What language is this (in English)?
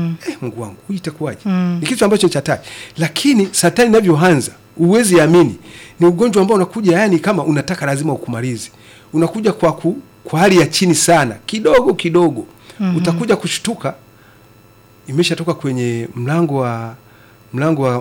Swahili